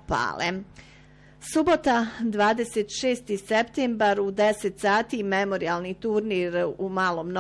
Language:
Bosnian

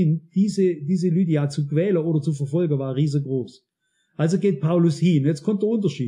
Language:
German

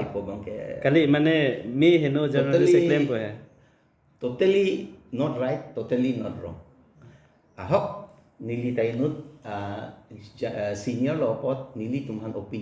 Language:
Karbi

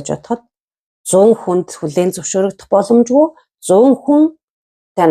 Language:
Mongolian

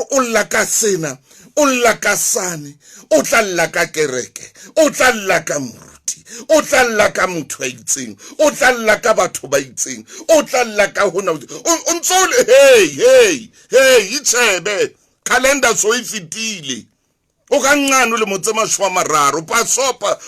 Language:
Southern Sotho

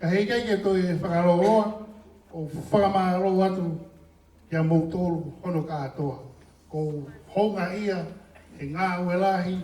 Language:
Tongan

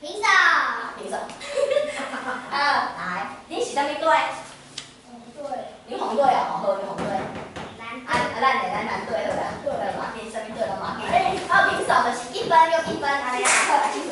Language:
Min Nan Chinese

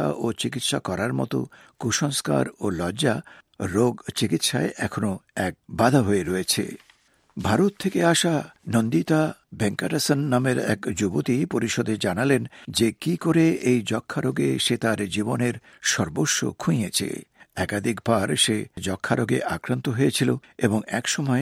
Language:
Bangla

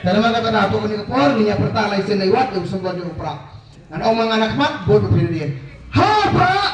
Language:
Khasi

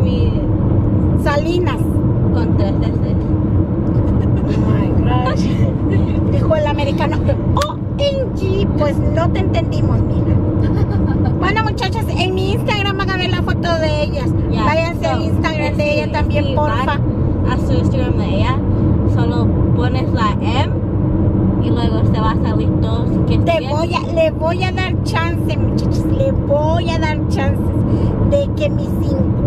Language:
Spanish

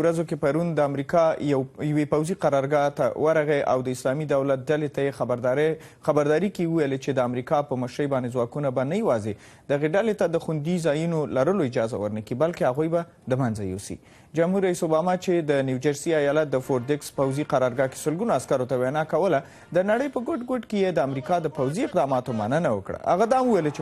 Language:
Pashto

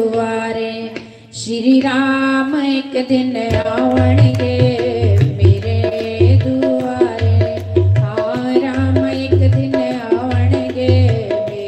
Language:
Dogri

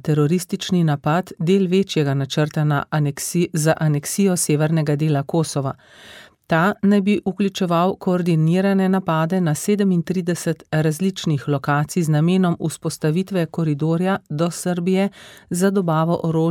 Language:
Slovenian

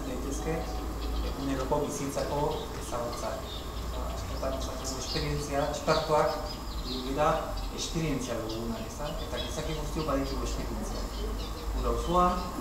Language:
Basque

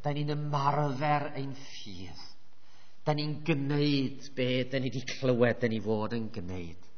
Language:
Welsh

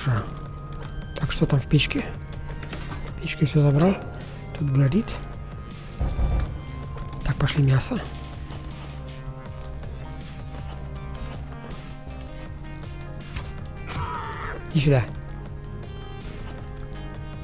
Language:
Russian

